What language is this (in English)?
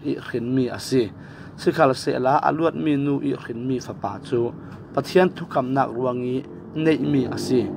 Falam Chin